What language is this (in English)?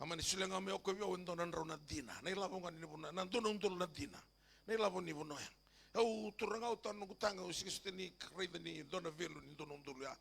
Fijian